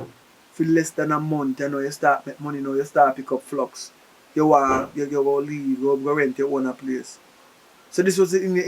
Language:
Jamaican Creole English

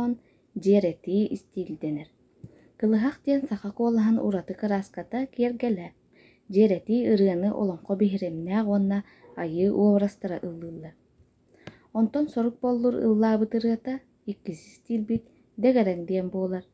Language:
Yakut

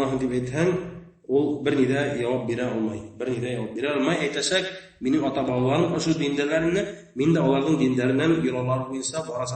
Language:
Bashkir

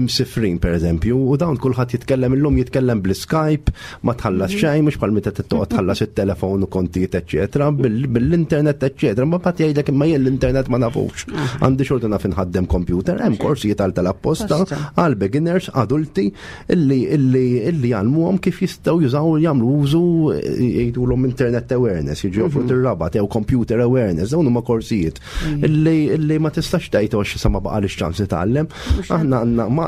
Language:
Maltese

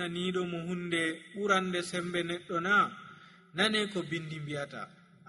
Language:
Nigerian Fulfulde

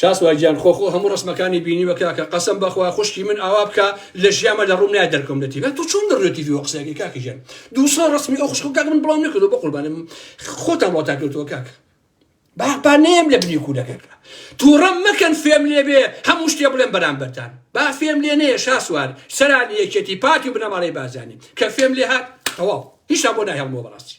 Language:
Central Kurdish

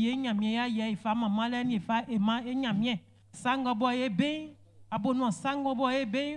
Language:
Baoulé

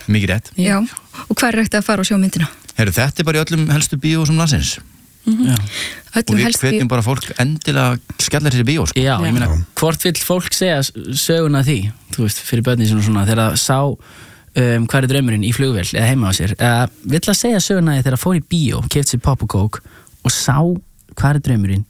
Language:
Icelandic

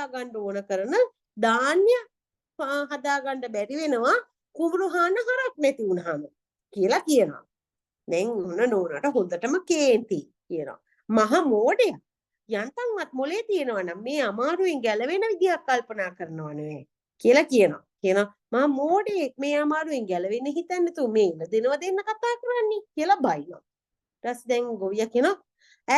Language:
Sinhala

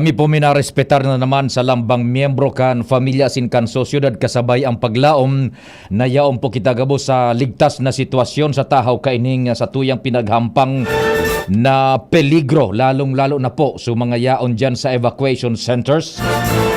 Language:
Bikol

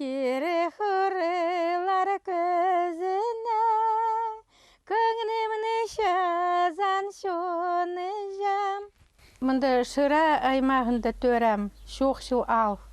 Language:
Khakas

